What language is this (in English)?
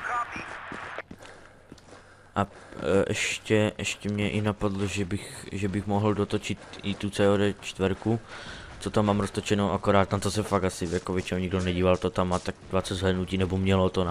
Czech